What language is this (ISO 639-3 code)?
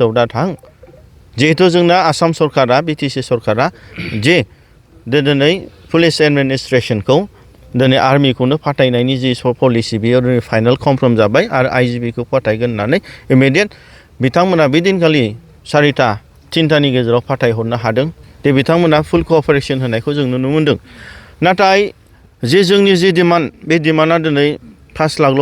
brx